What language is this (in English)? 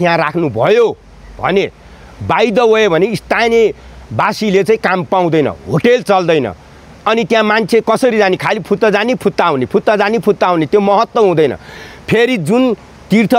Nepali